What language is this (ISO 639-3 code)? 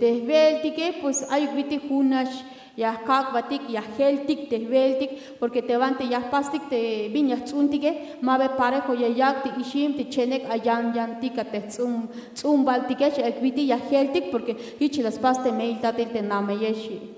tzh